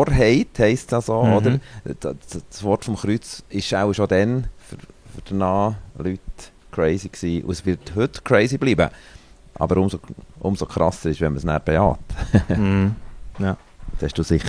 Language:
Swiss German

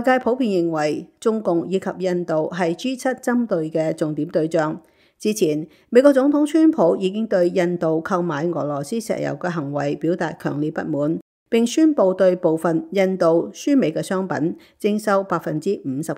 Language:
Cantonese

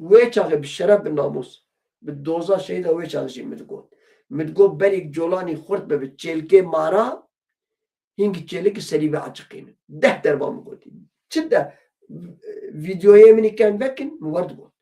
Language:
Kurdish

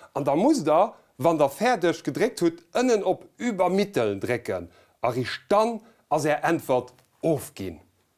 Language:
Luxembourgish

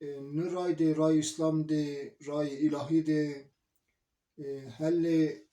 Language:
Zaza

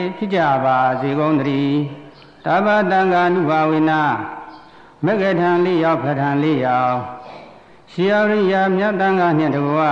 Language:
Burmese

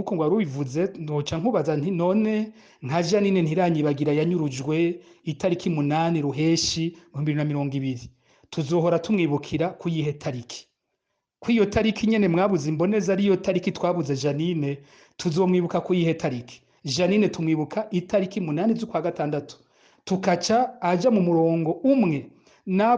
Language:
Rundi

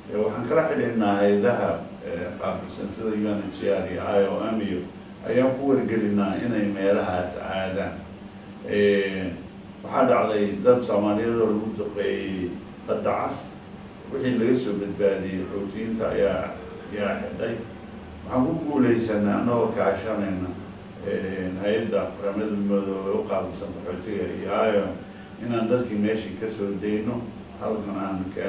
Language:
Somali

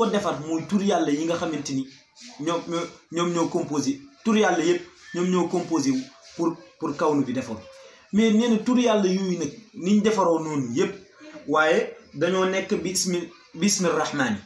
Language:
Wolof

